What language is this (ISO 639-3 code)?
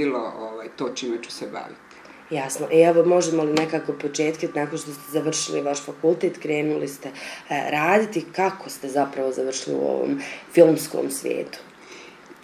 bos